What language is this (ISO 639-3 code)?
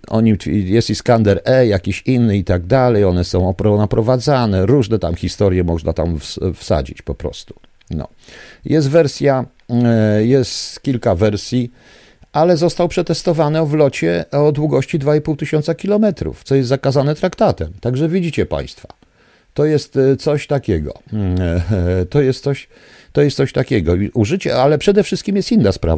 pol